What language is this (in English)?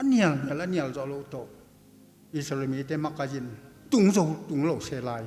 Tedim Chin